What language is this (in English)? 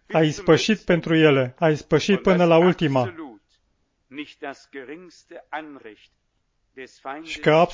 Romanian